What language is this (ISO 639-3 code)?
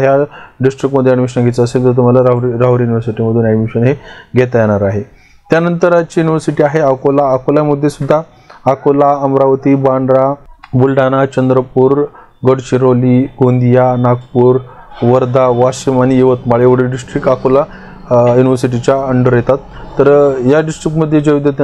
mar